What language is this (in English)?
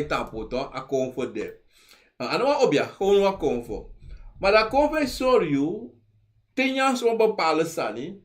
Sranan Tongo